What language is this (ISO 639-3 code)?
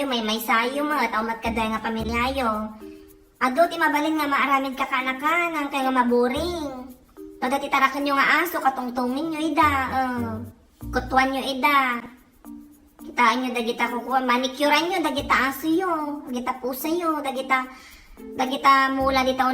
ilo